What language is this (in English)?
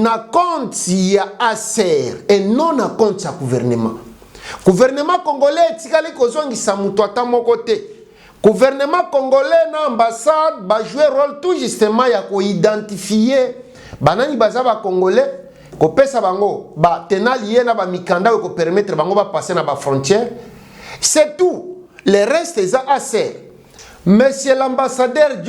Lingala